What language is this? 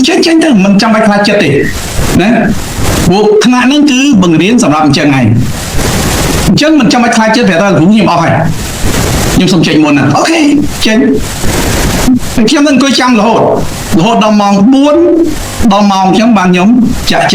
Khmer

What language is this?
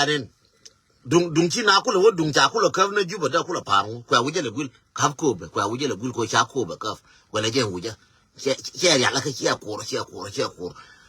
Nuer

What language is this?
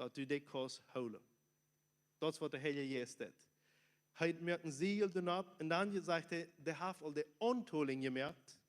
Plautdietsch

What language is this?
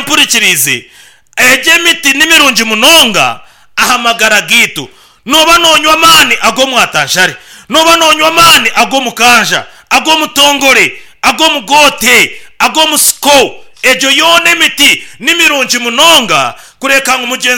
Nyankole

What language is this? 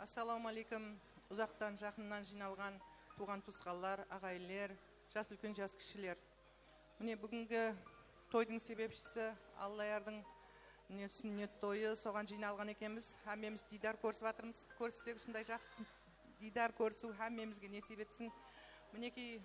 Kara-Kalpak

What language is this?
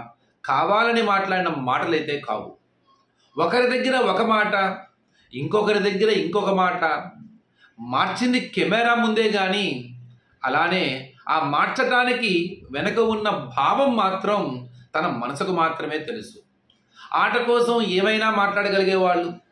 Telugu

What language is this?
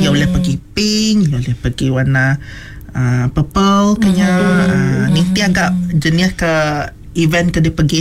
Iban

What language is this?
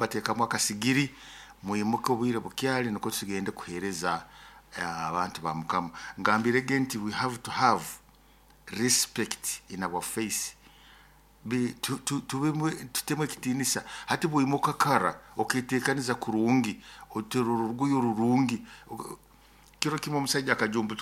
Nyoro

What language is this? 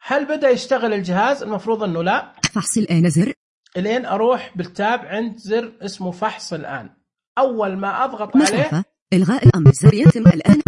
Najdi Arabic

